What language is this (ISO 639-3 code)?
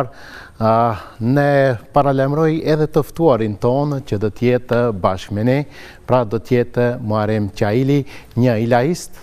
sqi